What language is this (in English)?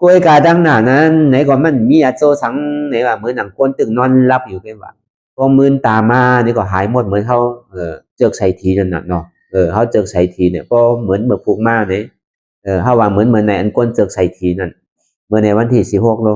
Shan